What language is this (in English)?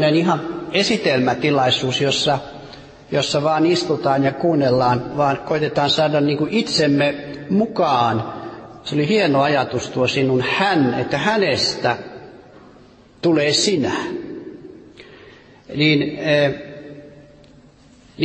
Finnish